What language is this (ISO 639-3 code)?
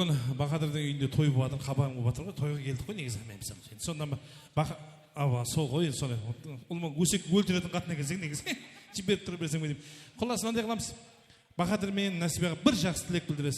kaa